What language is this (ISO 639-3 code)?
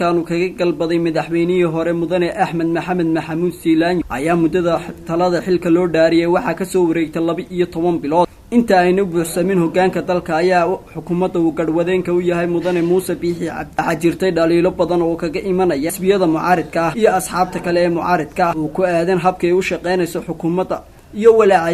som